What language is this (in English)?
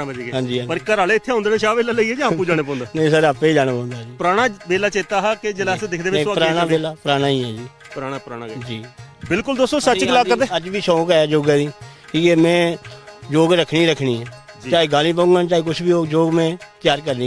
Dogri